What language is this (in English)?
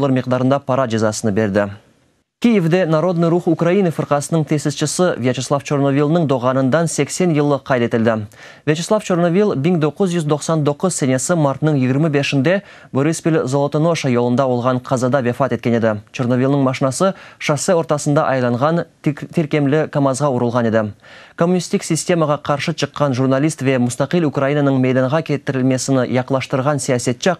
Crimean Tatar